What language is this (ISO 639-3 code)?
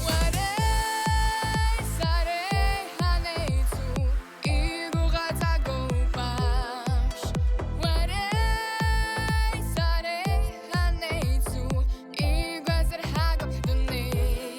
abk